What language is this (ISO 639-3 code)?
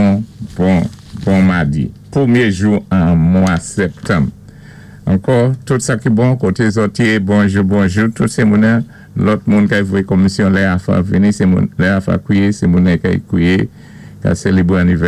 acf